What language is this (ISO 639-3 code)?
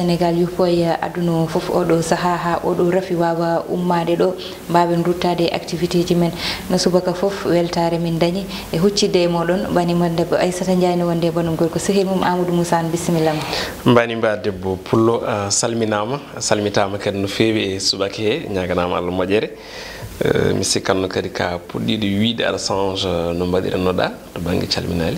ful